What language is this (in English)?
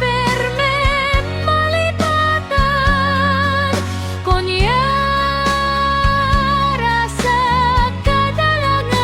Hiligaynon